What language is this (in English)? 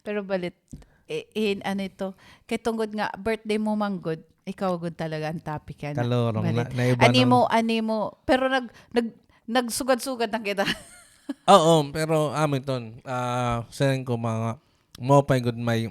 Waray